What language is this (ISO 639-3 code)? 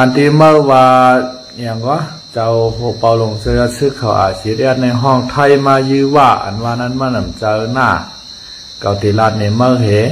shn